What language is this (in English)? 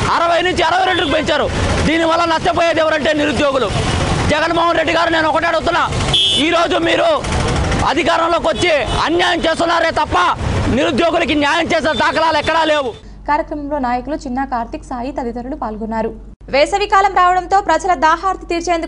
Telugu